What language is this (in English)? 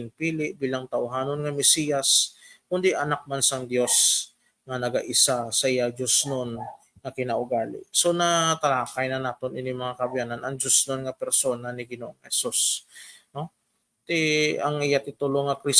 Hiligaynon